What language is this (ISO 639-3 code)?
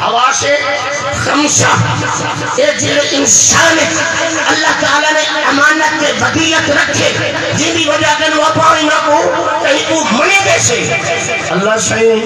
skr